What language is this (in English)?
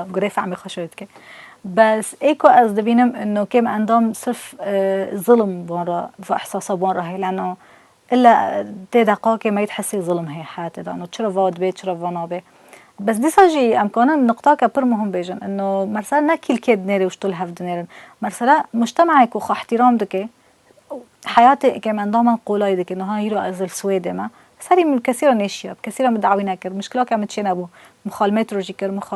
Kurdish